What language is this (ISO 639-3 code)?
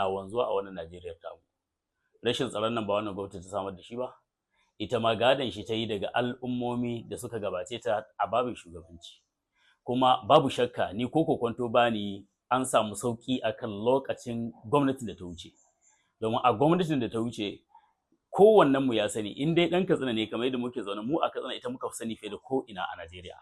hau